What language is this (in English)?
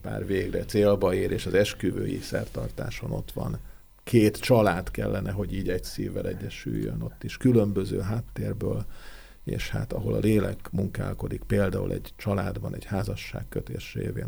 Hungarian